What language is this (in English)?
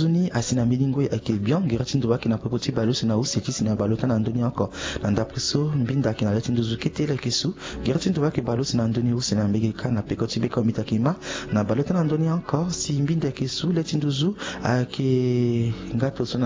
Sango